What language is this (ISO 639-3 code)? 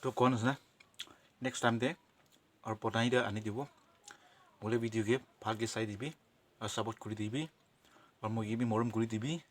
nag